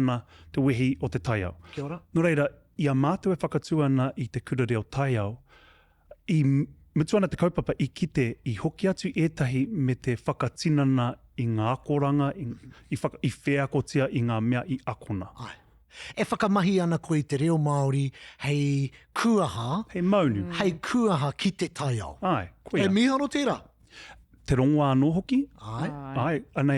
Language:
Māori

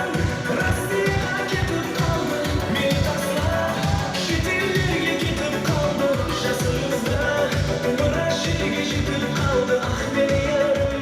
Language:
Kara-Kalpak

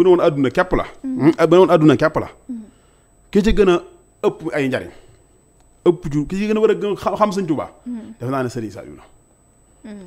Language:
Wolof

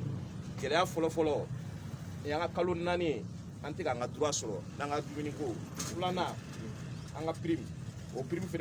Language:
Bambara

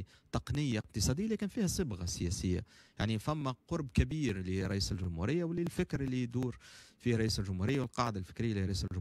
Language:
Tunisian Arabic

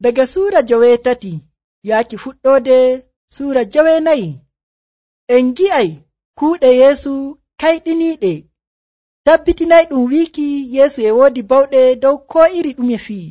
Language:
Nigerian Fulfulde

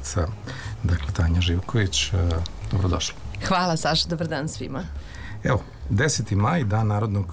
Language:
Serbian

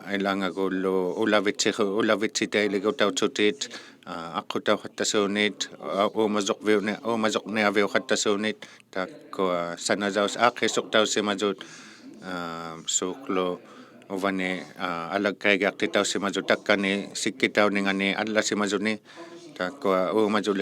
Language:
Inuktitut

